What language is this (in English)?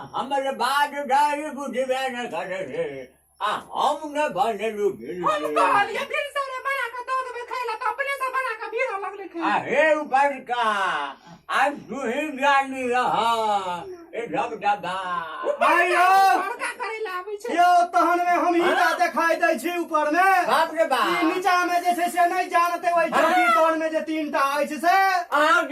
Maithili